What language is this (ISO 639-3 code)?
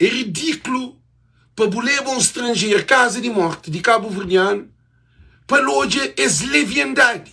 kea